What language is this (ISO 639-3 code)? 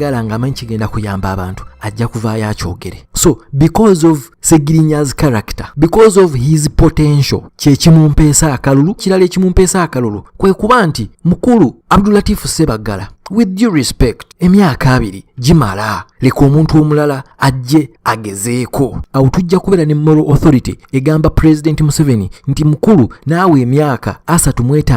lug